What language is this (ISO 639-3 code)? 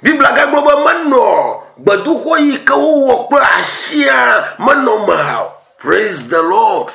ewe